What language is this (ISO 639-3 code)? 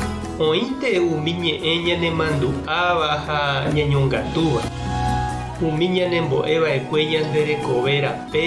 grn